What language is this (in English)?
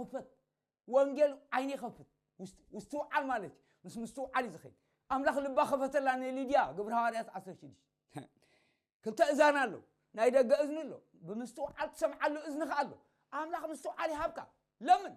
Tigrinya